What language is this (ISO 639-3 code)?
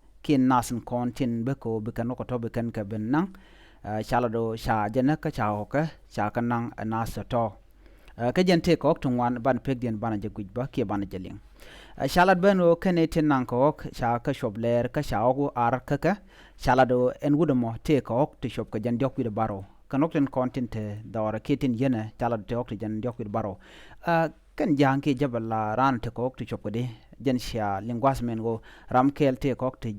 nus